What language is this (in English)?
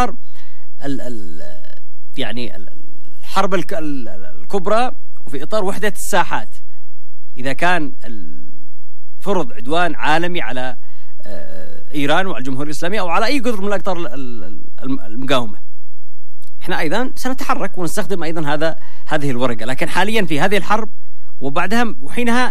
Arabic